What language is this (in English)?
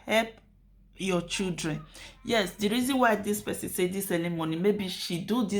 Nigerian Pidgin